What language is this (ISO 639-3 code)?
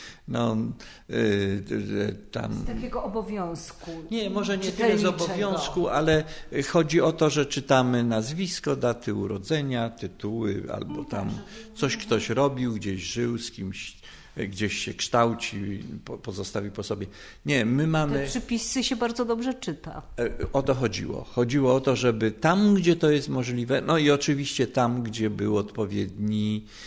pol